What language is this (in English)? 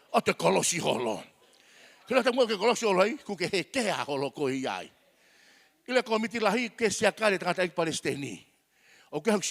Tongan